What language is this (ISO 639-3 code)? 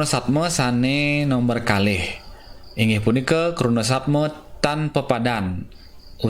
ban